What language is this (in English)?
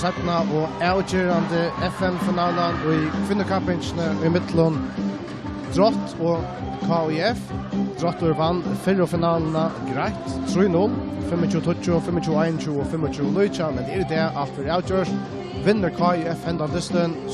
Faroese